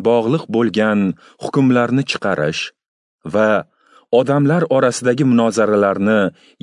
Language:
Uzbek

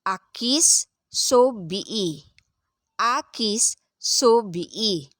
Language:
Pangasinan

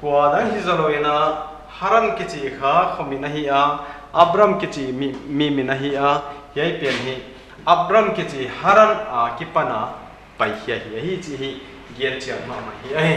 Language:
Paite Chin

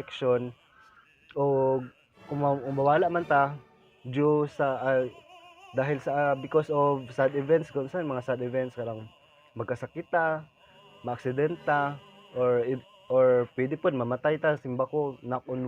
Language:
Cebuano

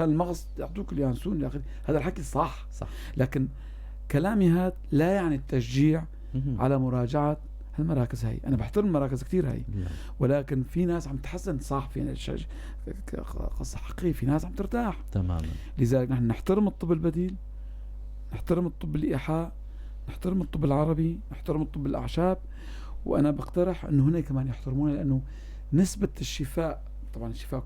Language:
North Levantine Arabic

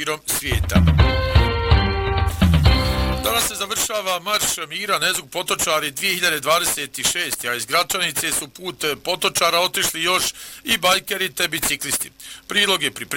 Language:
Bosnian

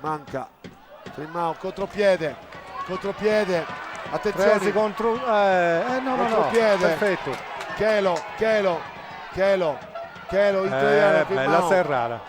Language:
Sardinian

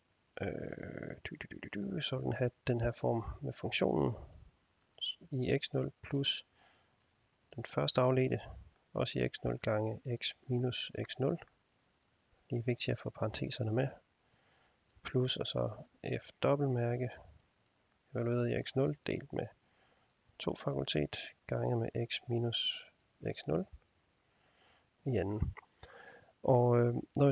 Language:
Danish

